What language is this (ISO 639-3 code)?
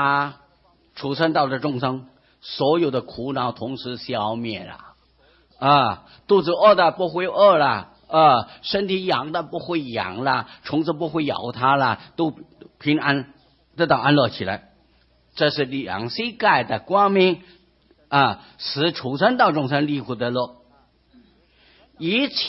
zho